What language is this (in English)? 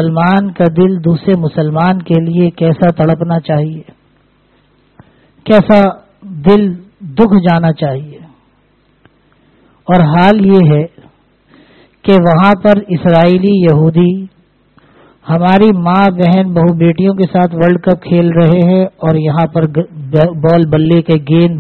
Urdu